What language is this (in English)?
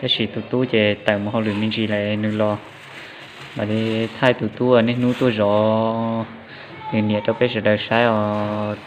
Hmong